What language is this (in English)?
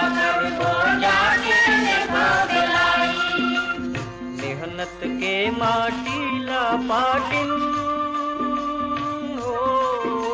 Chhattisgarhi